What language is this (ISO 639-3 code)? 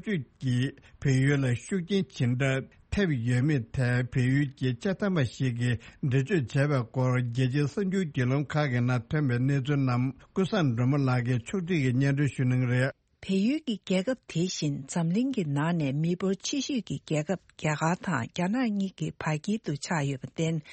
bod